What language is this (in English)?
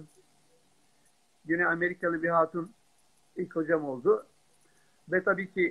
Turkish